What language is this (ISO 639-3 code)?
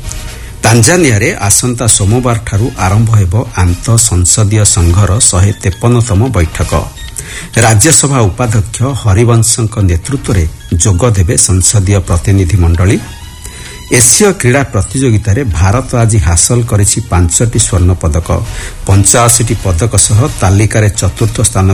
ori